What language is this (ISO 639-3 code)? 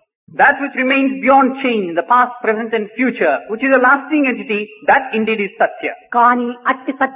tel